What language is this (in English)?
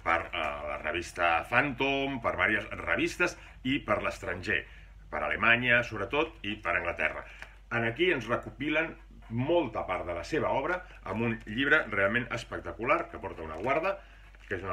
Catalan